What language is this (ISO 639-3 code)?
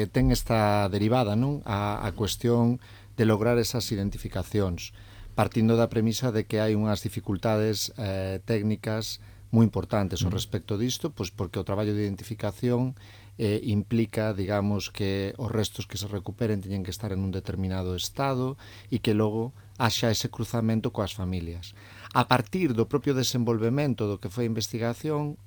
glg